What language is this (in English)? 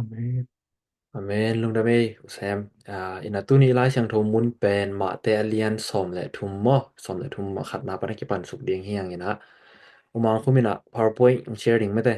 Tedim Chin